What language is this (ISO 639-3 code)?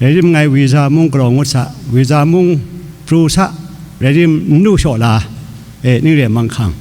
kac